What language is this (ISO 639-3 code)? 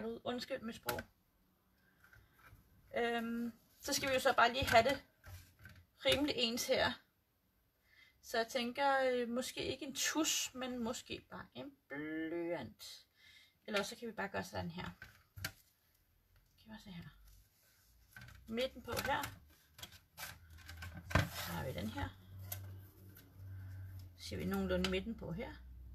dan